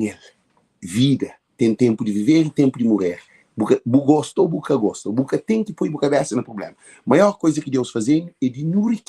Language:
Kabuverdianu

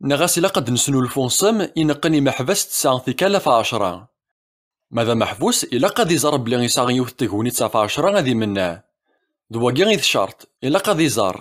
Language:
Kabyle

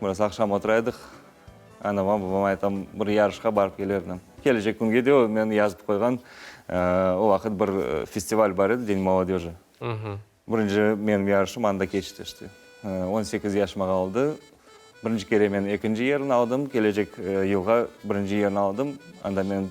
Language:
Crimean Tatar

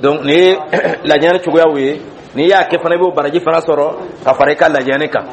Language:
Dyula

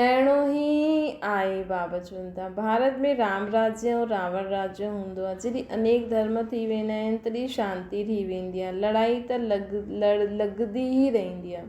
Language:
Sindhi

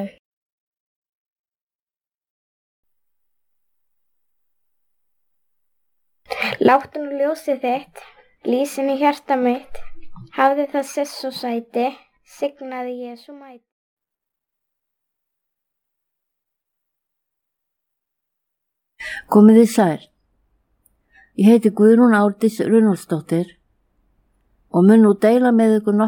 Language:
Icelandic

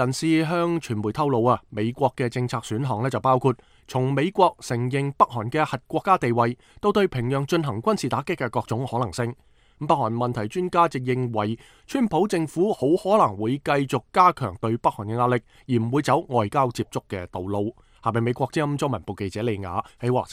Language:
Cantonese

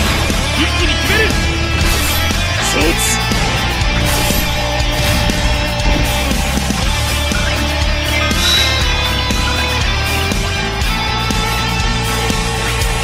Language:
Japanese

